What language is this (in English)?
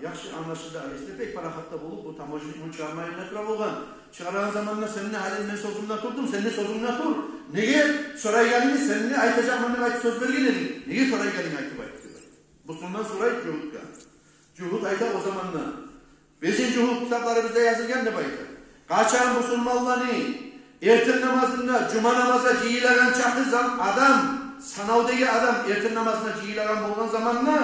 Kumyk